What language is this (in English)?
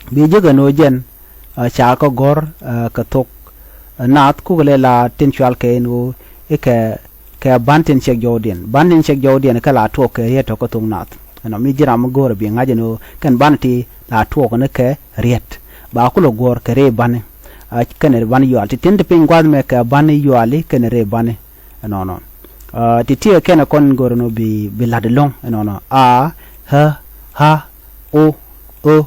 Nuer